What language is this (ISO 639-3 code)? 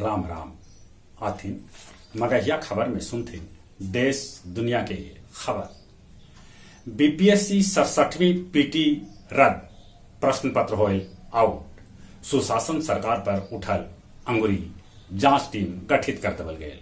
mag